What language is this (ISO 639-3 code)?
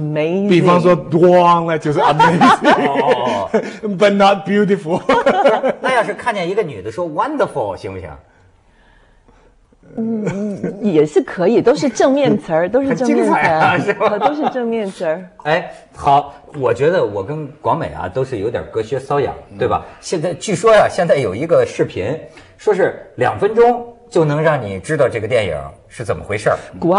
zho